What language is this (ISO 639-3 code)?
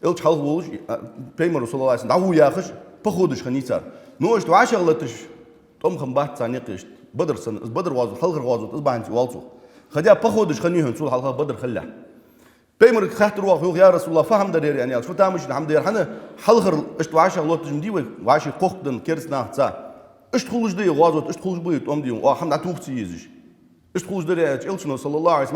inh